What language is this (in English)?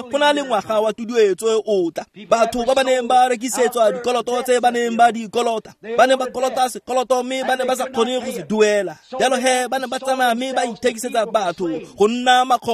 Tswana